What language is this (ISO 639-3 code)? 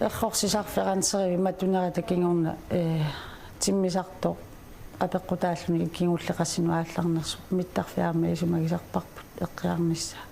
kal